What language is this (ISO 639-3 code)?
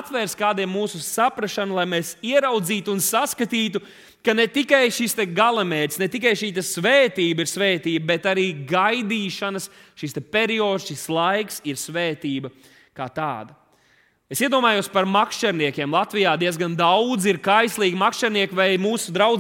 lav